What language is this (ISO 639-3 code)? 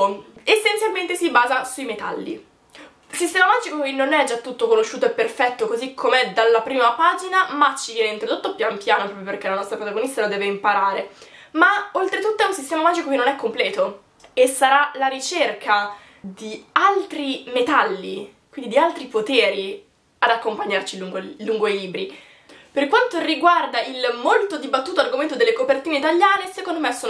ita